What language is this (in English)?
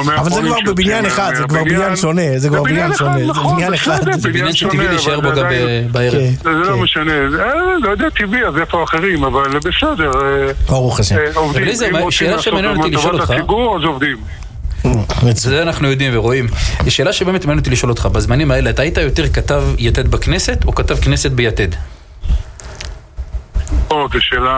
Hebrew